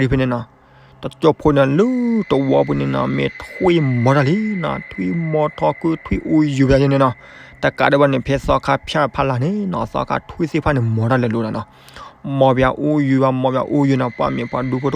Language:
S'gaw Karen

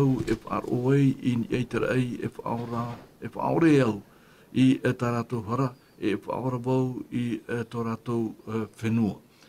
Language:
Tahitian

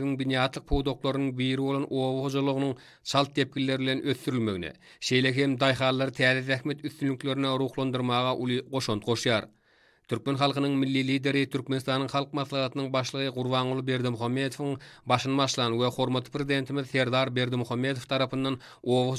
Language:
Turkmen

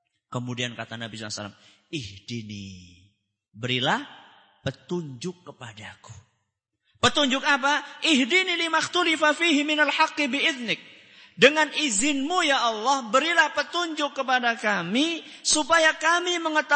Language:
Indonesian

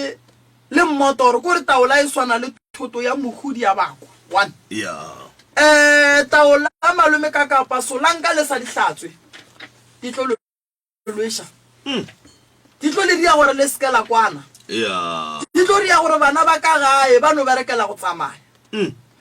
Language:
Northern Sotho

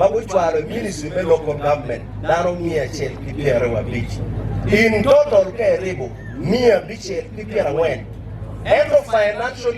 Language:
Acoli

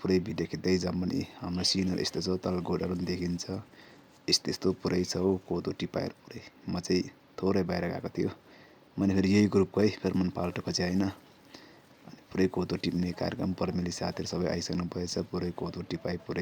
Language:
Nepali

